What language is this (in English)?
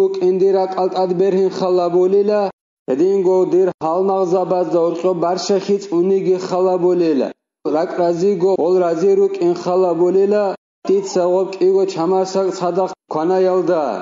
Avaric